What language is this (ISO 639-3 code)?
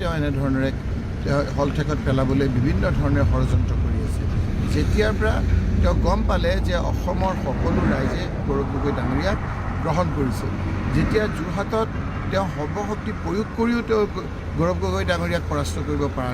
asm